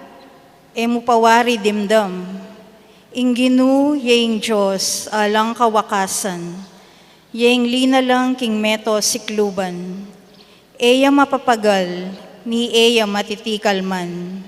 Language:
Pampanga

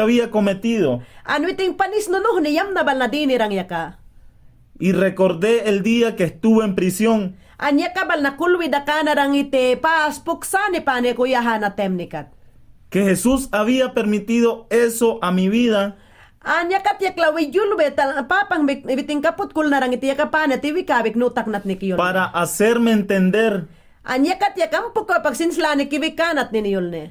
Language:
Mayangna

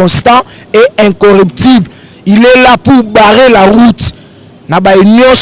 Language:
Lingala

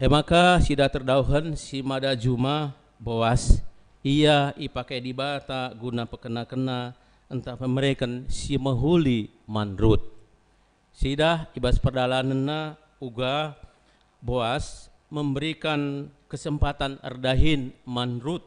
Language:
Batak Karo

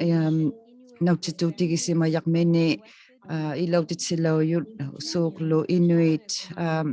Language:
Inuktitut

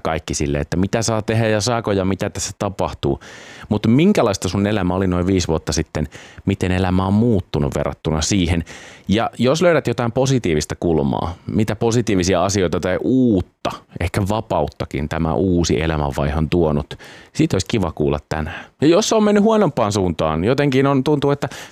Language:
Finnish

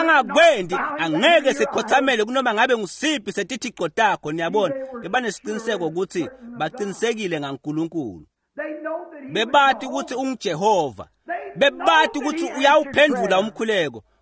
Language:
Swati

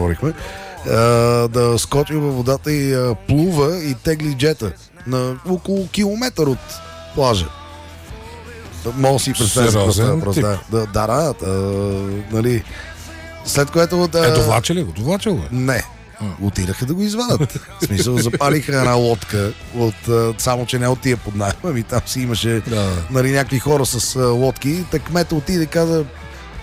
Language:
Bulgarian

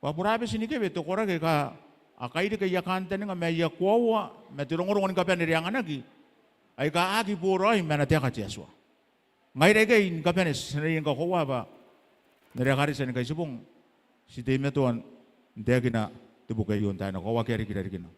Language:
Gilbertese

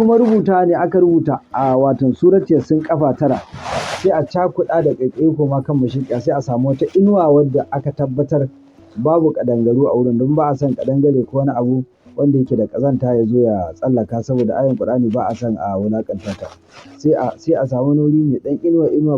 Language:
Hausa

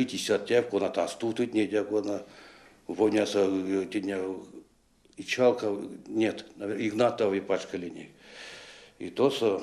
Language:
Erzya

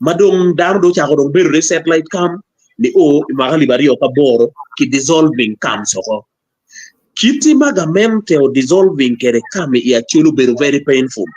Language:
Acoli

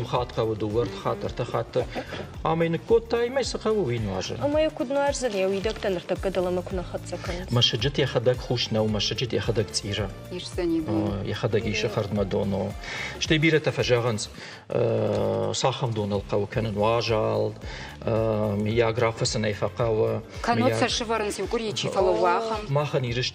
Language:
Ossetic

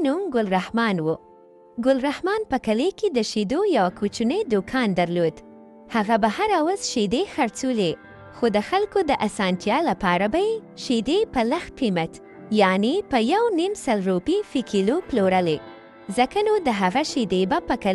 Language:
Pashto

